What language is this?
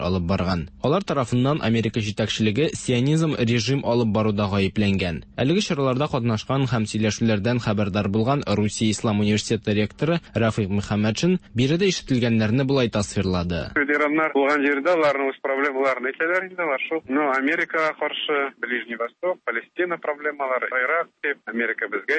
Tatar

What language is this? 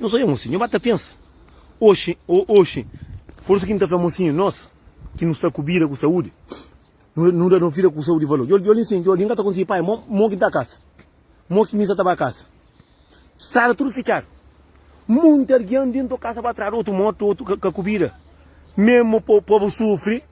Kabuverdianu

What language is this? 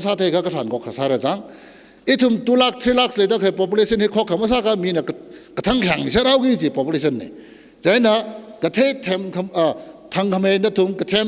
Tangkhul Naga (India)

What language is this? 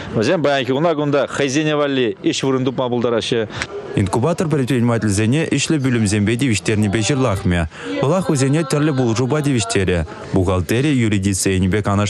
Chuvash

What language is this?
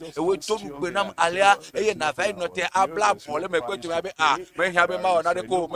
Ewe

